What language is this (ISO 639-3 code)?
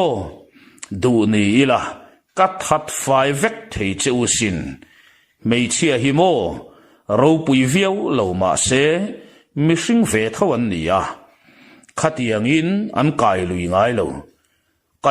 lus